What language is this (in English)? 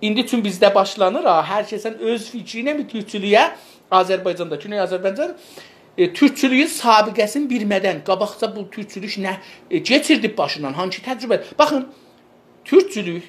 South Azerbaijani